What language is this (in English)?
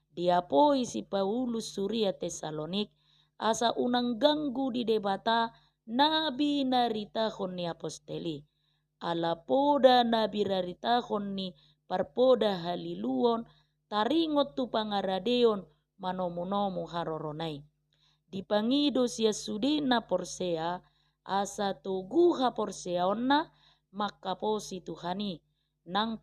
Batak Toba